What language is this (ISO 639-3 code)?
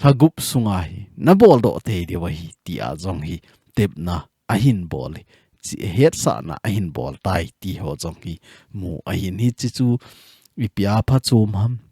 tcz